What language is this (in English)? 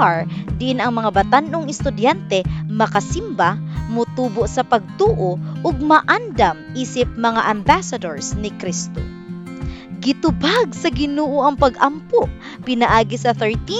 Cebuano